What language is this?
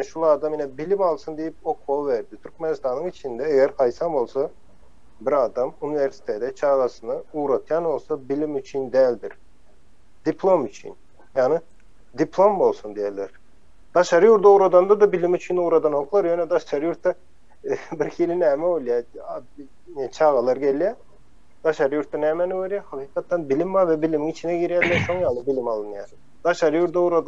Turkmen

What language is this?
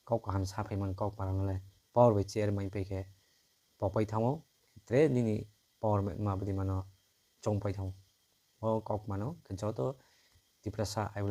Kok Borok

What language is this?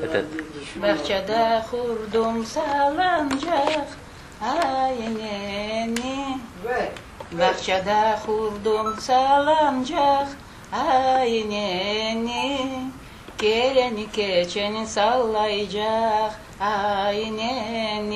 Crimean Tatar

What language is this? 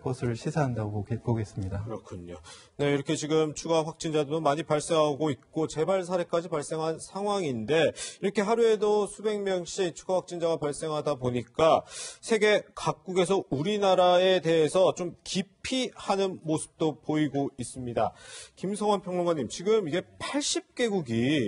Korean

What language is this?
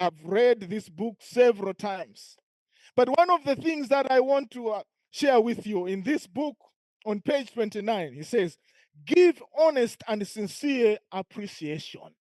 English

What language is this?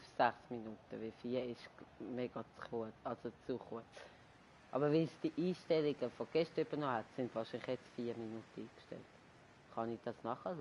Swiss German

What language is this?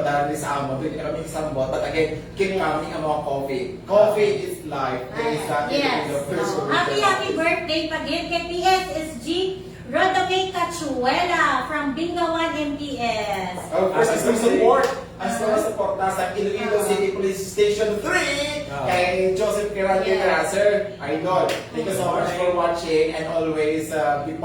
Hiligaynon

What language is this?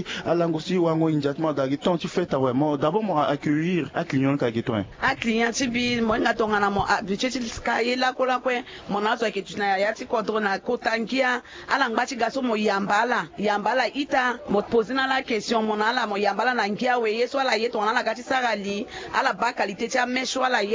Sango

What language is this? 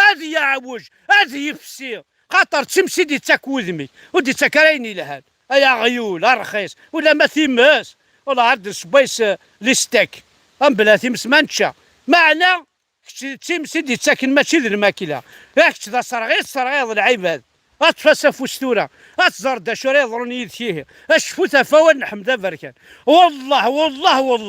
Kabyle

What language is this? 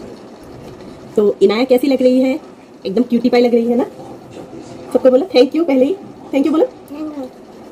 Hindi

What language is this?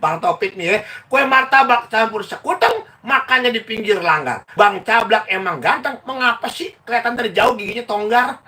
Betawi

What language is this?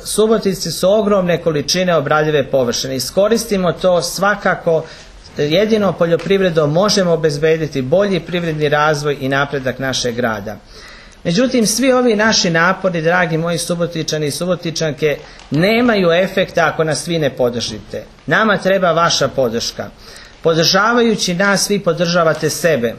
Serbian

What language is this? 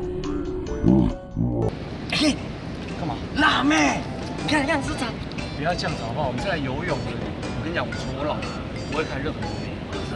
Chinese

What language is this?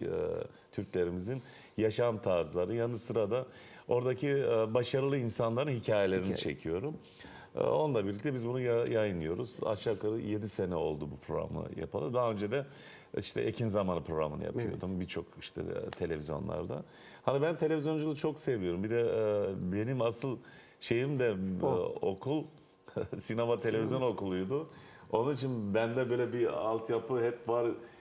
Turkish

